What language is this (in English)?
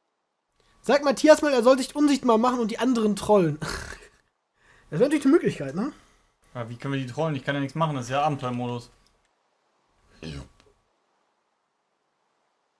German